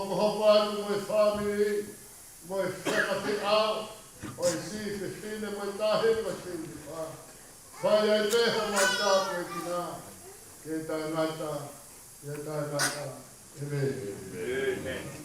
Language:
Tongan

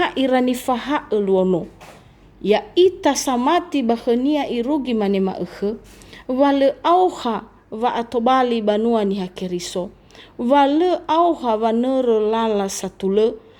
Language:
Nias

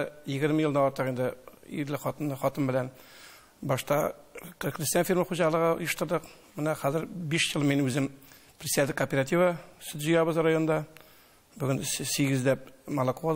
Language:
Tatar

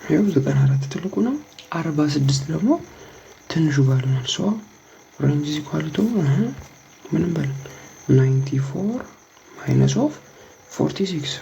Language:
Amharic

